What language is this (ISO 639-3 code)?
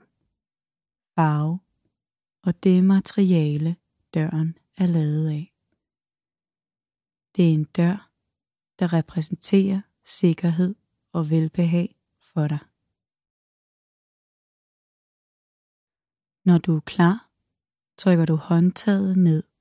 dan